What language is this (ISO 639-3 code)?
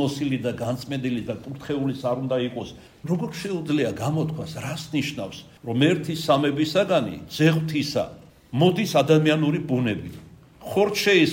kat